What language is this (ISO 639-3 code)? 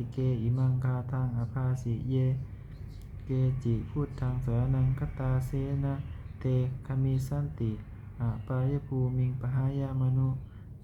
pli